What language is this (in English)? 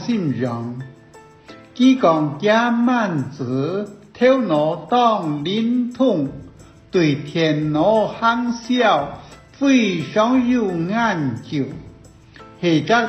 Hakka Chinese